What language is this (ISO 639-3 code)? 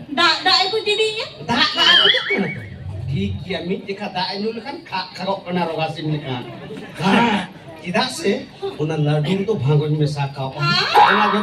sat